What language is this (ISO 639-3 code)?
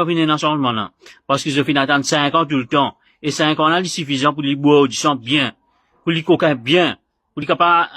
mfe